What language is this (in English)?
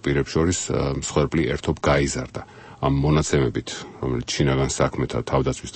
Georgian